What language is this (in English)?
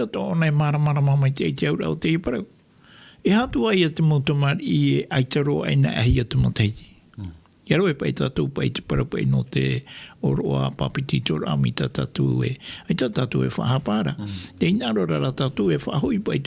Tahitian